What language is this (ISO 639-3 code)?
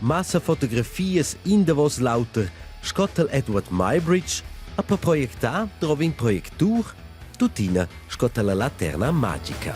roh